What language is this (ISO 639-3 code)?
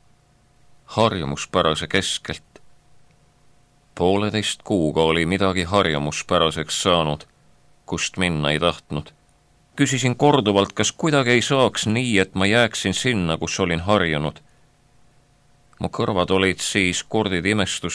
est